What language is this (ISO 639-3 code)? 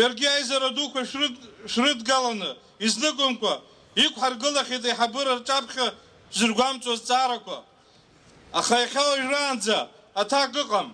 abk